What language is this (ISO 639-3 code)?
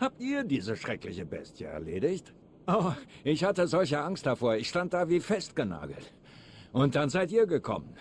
bar